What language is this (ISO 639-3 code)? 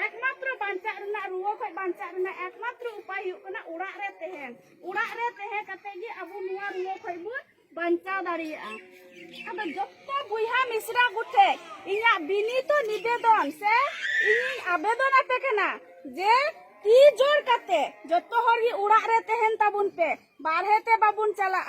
sat